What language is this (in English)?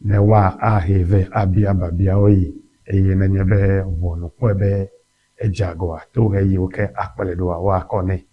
Ewe